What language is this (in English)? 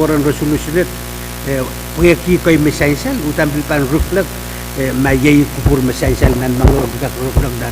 Pohnpeian